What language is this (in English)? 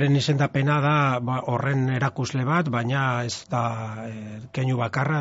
Basque